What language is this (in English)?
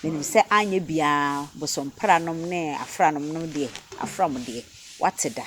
Akan